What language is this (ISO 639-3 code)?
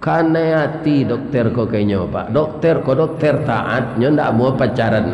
min